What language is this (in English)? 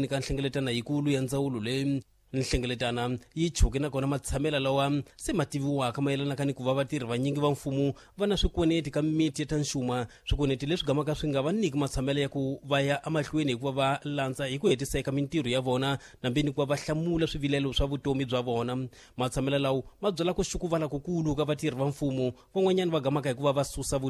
Tsonga